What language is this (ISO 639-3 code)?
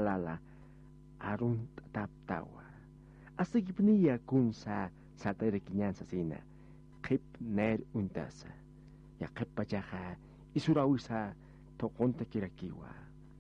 aym